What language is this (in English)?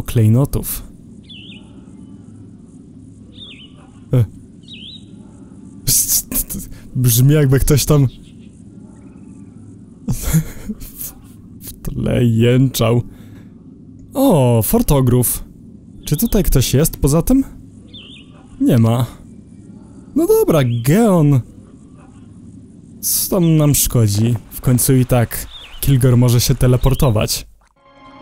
Polish